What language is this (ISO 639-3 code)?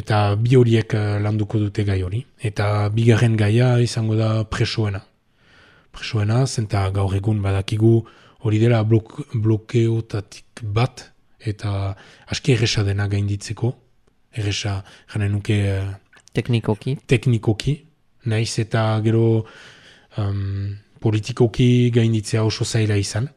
eus